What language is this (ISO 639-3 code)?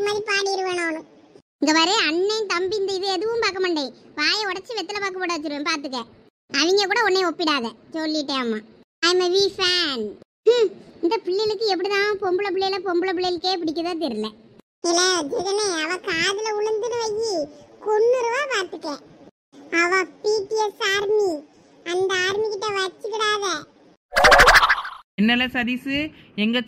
tam